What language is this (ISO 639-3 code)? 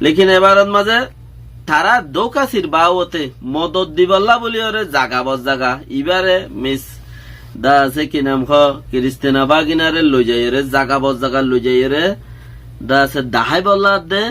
rhg